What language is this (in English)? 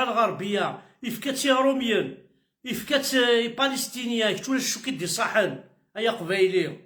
Kabyle